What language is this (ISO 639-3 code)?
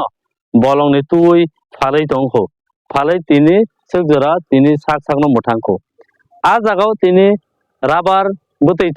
trp